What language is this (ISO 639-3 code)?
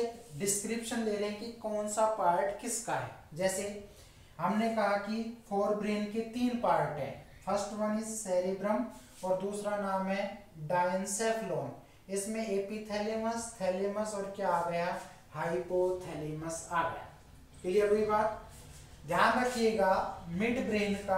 hin